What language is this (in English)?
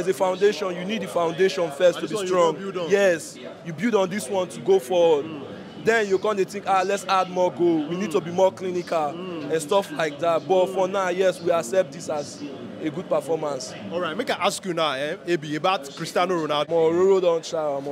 Nigerian Pidgin